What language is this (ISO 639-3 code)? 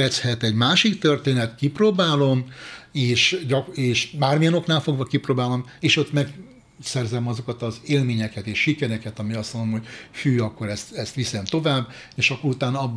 hun